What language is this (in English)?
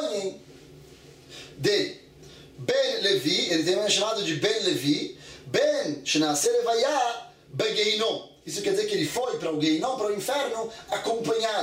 Portuguese